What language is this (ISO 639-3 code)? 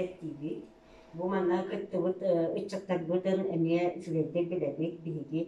sah